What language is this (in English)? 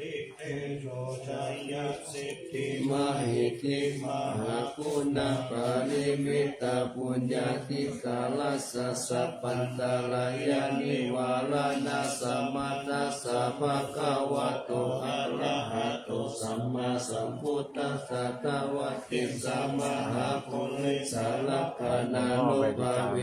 Pali